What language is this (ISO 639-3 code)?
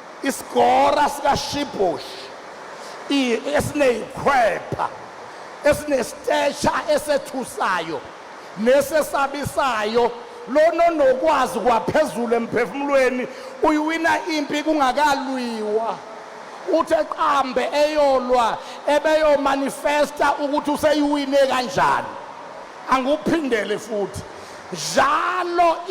zul